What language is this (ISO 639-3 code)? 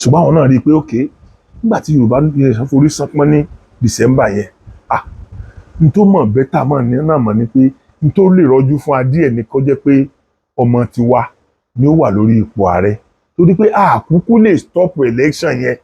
yor